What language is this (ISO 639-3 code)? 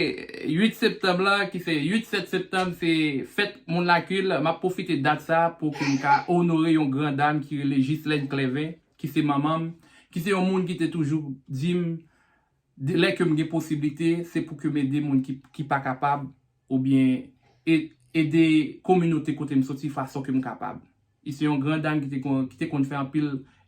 hat